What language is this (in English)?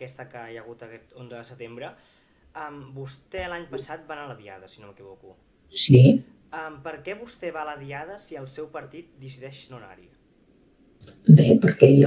Catalan